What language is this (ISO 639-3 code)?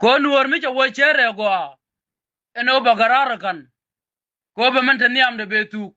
nus